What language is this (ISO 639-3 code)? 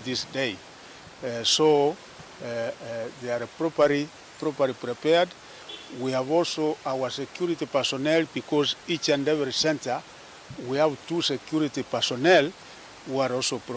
kam